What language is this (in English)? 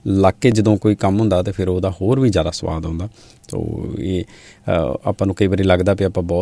Punjabi